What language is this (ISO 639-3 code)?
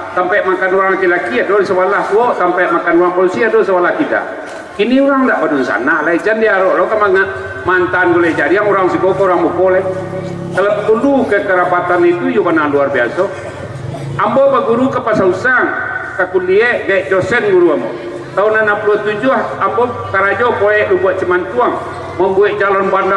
min